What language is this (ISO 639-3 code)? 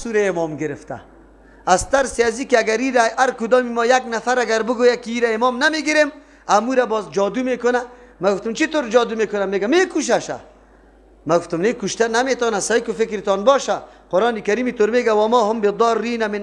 fas